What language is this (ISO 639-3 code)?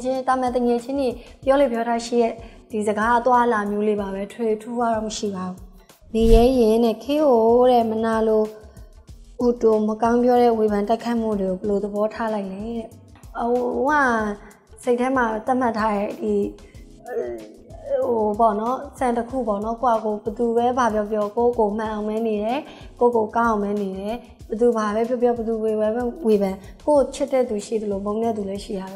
mya